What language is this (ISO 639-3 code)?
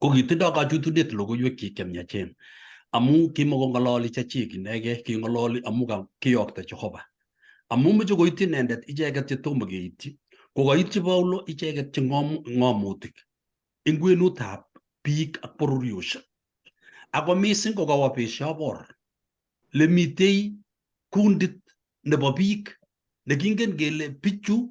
kln